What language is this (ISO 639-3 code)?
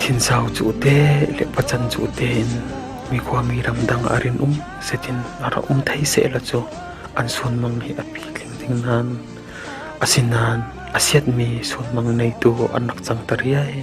cfm